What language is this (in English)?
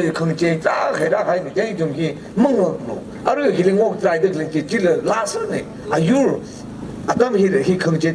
Tangkhul Naga (India)